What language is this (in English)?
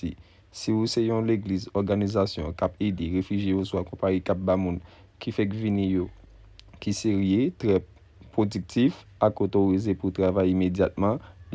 Haitian Creole